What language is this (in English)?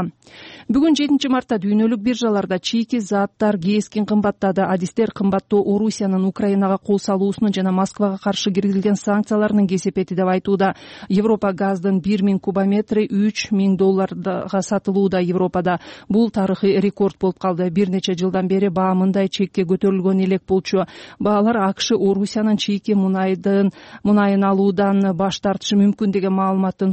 Kyrgyz